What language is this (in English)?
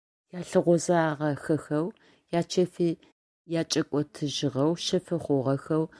Adyghe